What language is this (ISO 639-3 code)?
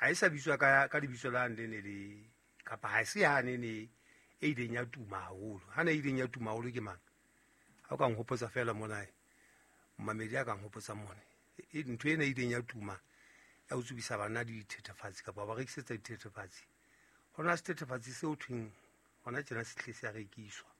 sot